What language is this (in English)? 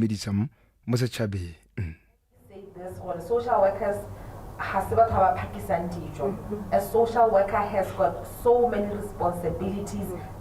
Tswana